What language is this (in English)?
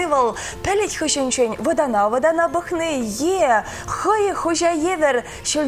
Chuvash